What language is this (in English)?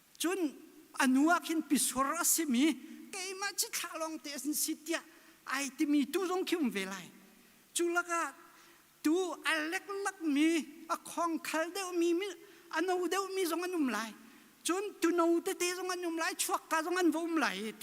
Hakha Chin